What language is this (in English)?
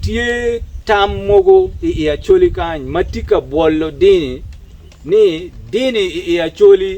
Acoli